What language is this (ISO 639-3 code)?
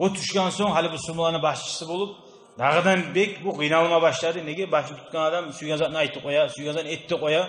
kum